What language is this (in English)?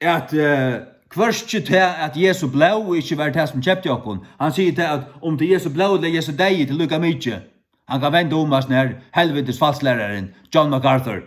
Faroese